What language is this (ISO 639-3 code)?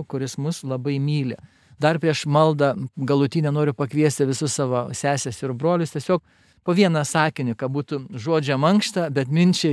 lit